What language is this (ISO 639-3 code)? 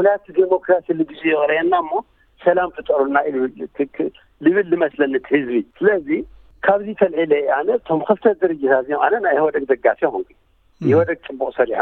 tir